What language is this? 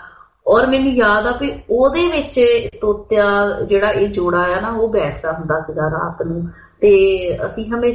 Punjabi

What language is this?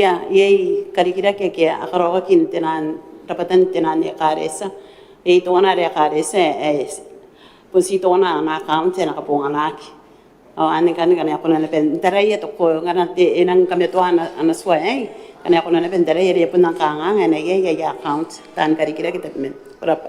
Gilbertese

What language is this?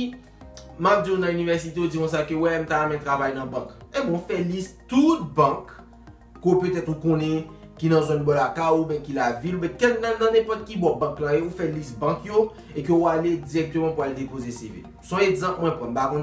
Haitian Creole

